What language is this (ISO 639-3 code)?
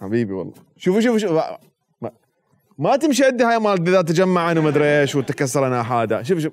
acm